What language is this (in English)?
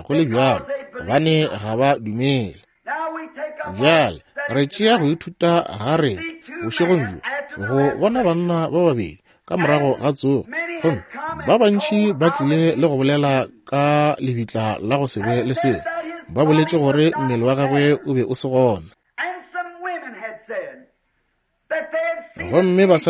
Northern Sotho